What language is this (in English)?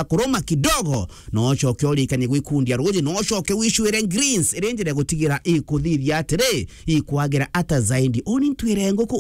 Meru